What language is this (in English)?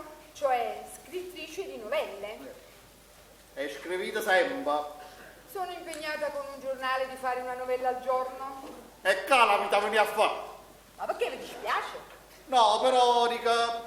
Neapolitan